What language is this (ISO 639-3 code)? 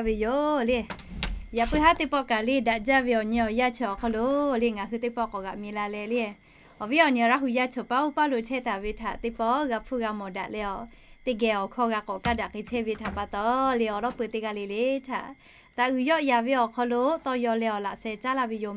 lhu